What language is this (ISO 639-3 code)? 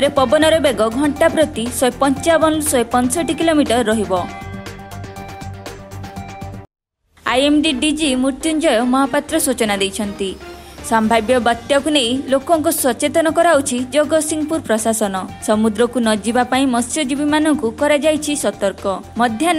ori